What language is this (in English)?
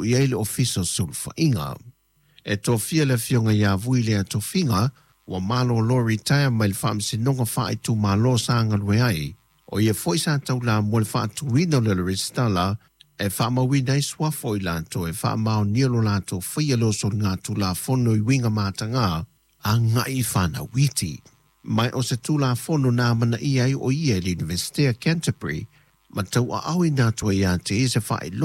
Samoan